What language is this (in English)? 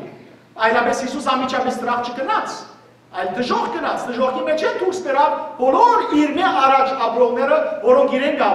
Western Armenian